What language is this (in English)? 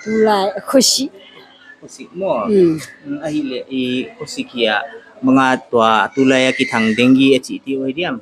Paite Chin